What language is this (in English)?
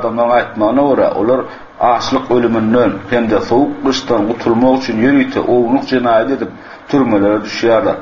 Turkmen